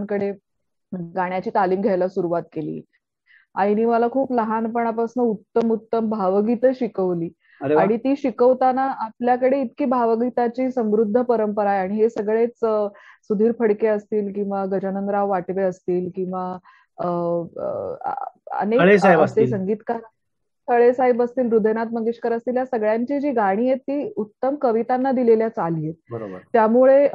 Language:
Marathi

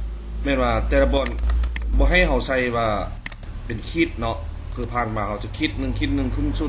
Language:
Lao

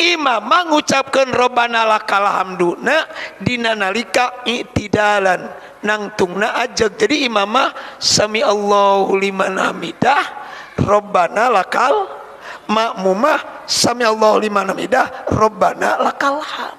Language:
Sundanese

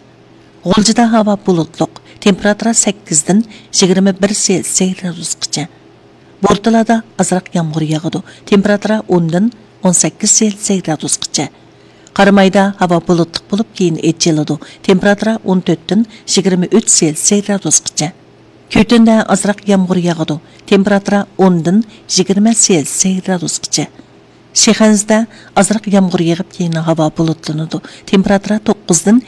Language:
Uyghur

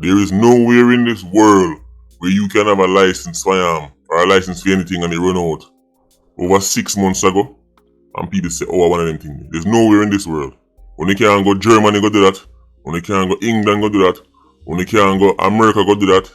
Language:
Jamaican Creole English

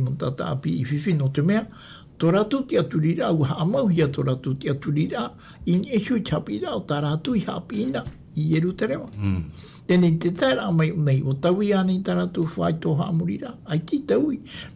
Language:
Tahitian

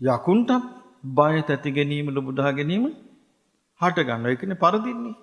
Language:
Sinhala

